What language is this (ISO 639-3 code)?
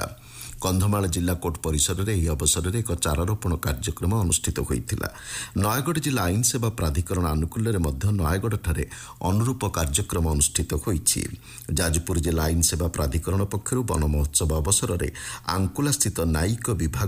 ori